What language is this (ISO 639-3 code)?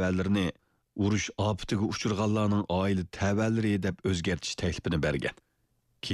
uig